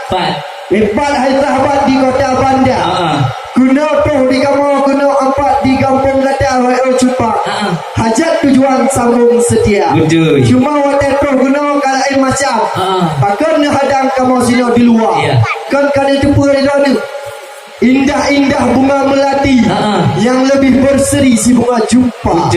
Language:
Achinese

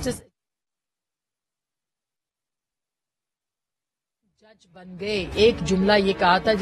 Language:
Urdu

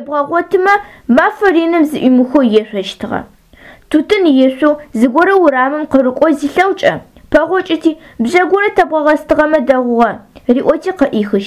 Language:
Adyghe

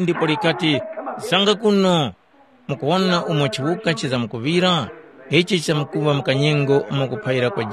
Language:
Tumbuka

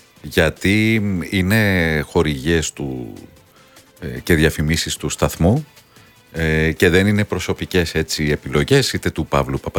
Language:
Greek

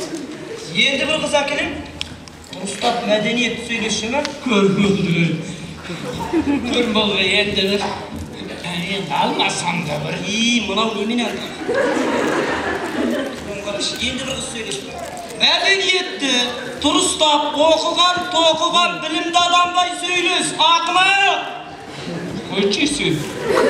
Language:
Kazakh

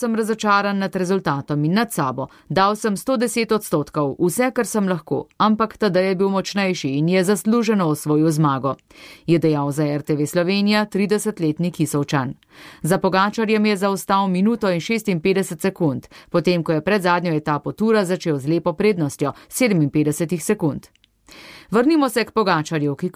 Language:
Slovenian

